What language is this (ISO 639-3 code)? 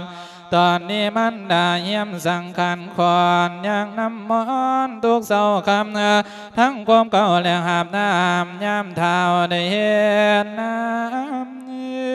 lao